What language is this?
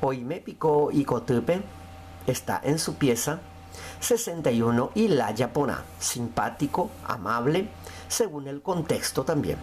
Guarani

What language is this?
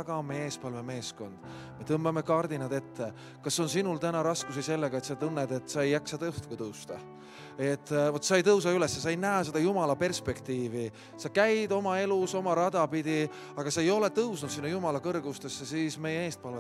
Estonian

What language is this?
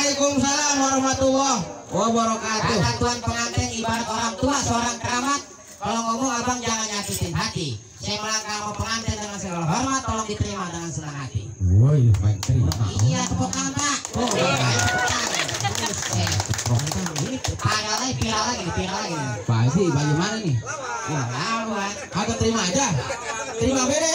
Betawi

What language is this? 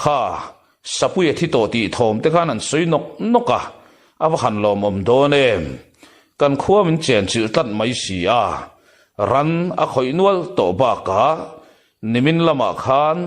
Mizo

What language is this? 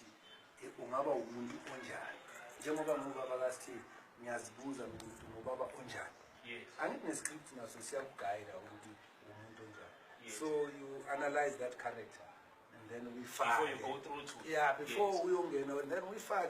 Zulu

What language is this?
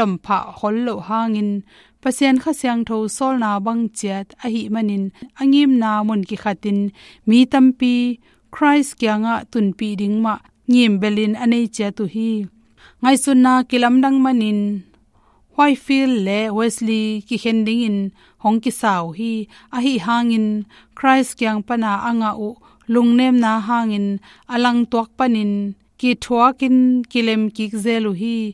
Tedim Chin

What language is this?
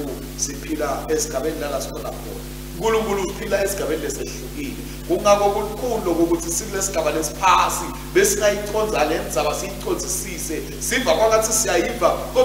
Swati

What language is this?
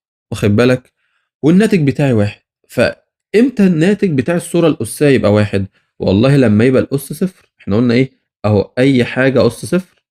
Egyptian Arabic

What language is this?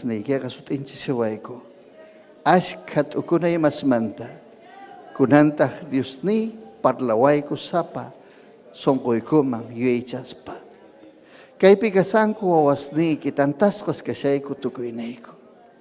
Ayacucho Quechua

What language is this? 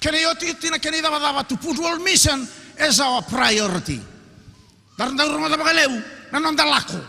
Fijian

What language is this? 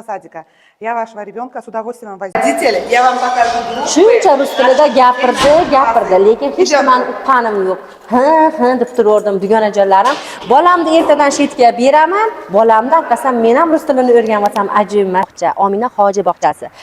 Uzbek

